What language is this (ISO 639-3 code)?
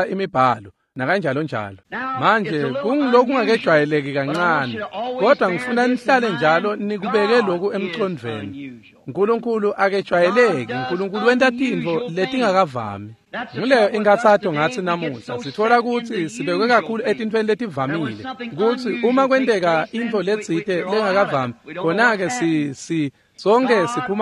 ssw